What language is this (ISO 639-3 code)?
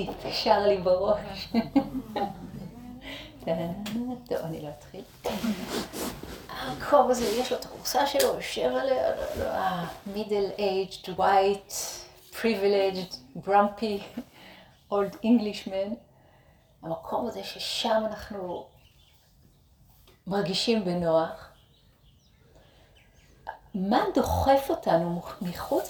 heb